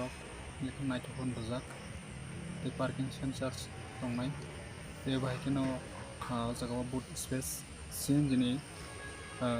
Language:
Kok Borok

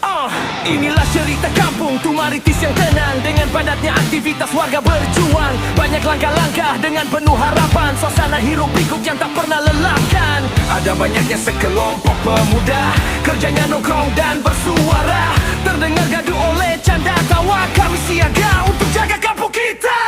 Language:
Betawi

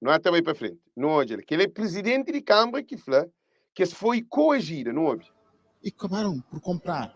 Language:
Kabuverdianu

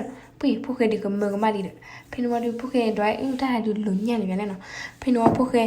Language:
S'gaw Karen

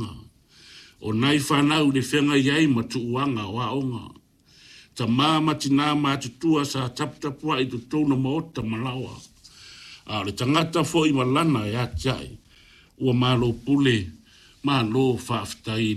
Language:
Samoan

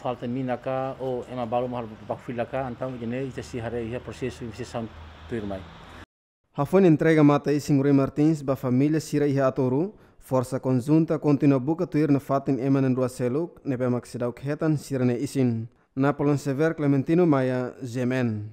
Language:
Tetum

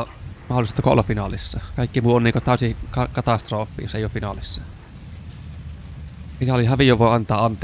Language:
Finnish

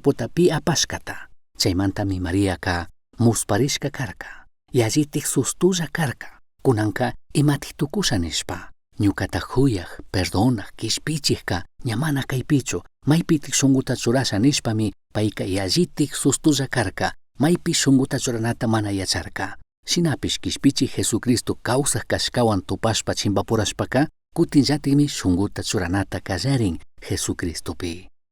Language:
Chimborazo Highland Quichua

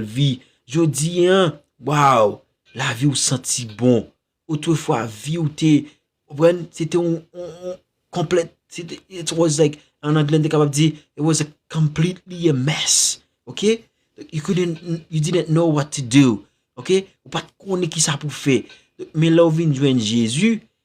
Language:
Haitian Creole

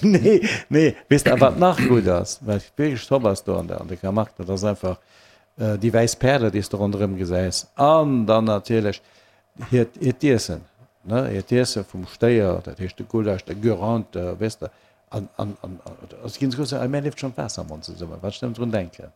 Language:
Luxembourgish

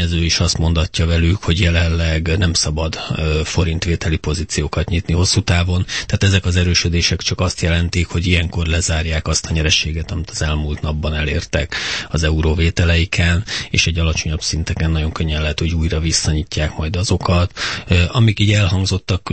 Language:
Hungarian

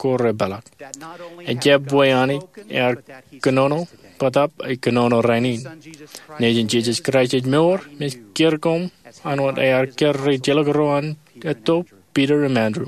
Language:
Marshallese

